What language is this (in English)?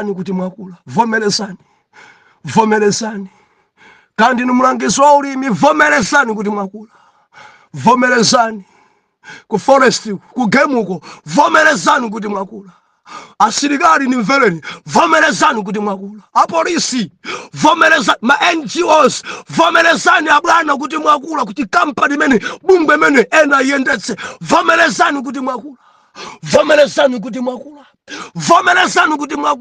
Nyanja